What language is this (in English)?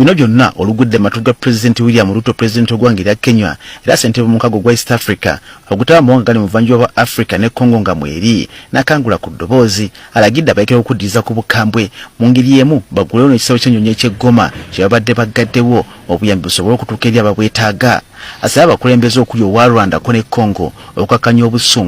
Ganda